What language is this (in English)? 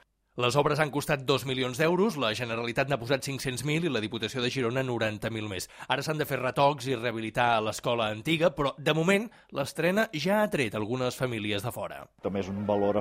Catalan